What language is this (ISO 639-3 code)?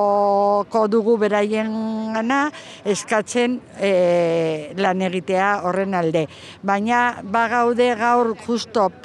eus